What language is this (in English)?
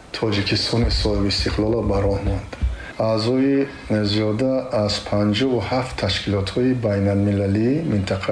Tajik